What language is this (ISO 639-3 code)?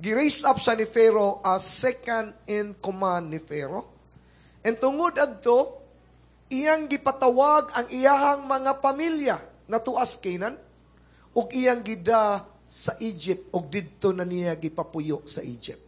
ceb